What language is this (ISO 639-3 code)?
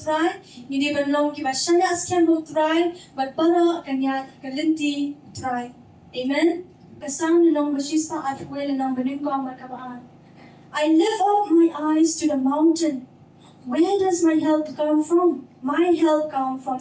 kha